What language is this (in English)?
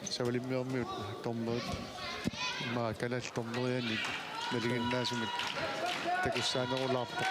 Kalaallisut